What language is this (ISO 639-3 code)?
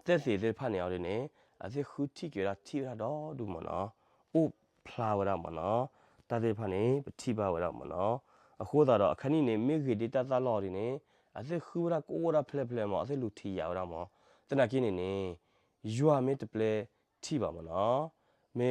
ksw